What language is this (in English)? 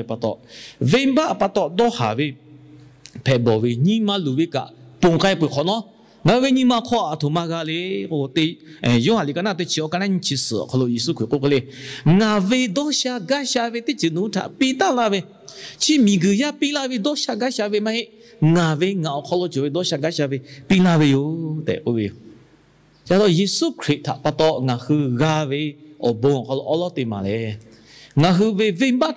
Lahu